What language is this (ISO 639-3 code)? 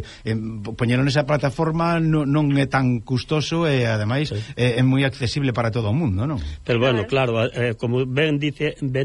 glg